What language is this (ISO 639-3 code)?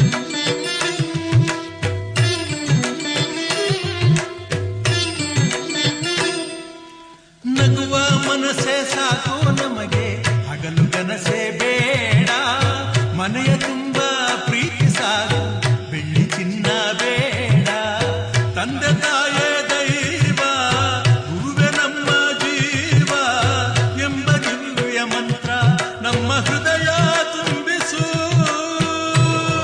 kan